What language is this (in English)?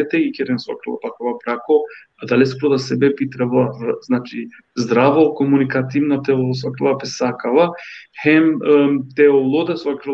Balkan Romani